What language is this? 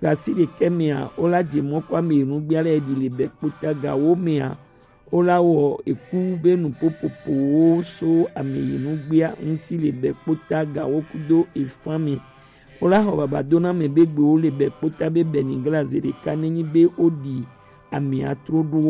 Gen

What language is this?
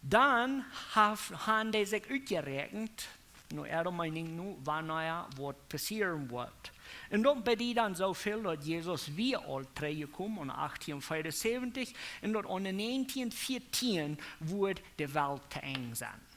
Plautdietsch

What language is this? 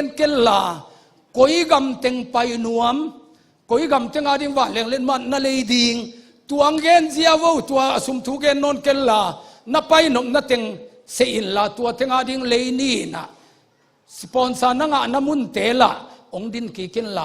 Tedim Chin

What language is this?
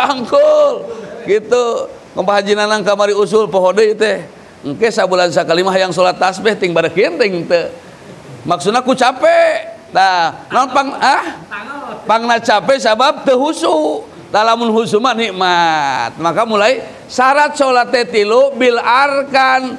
Sundanese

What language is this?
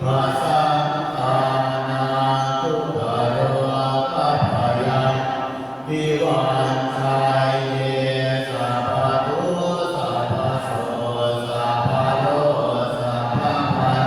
Pali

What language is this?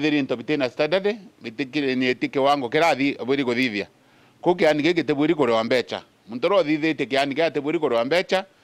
Meru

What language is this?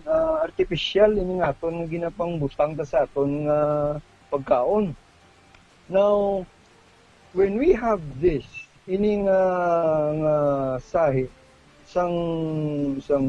Hiligaynon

